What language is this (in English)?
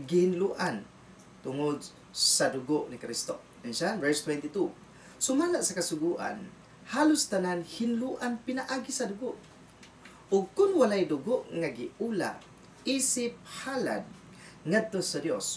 Cebuano